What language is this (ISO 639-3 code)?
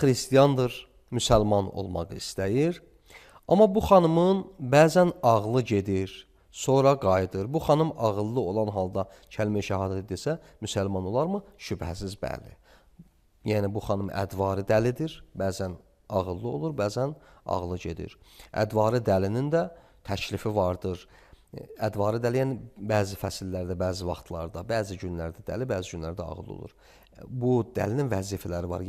aze